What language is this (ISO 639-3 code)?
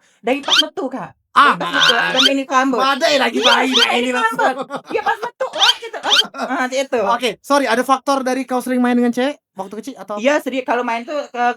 mui